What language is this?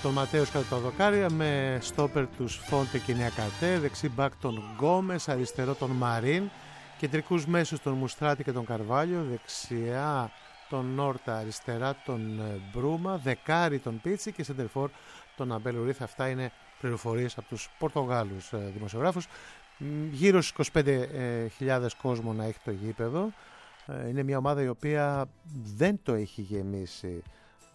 Greek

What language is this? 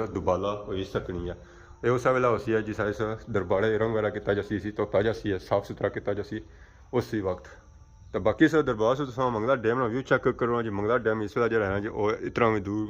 Pahari-Potwari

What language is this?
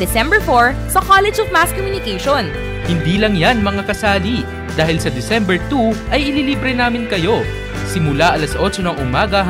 Filipino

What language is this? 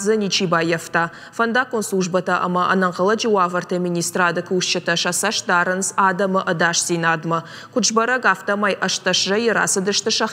Ossetic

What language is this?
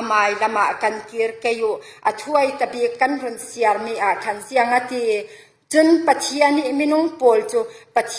Falam Chin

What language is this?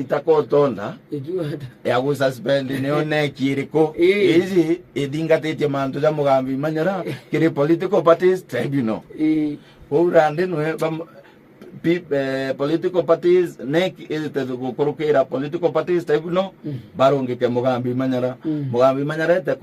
Meru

